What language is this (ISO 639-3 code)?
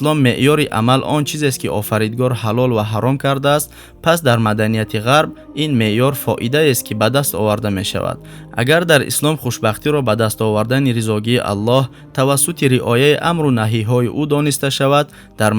tgk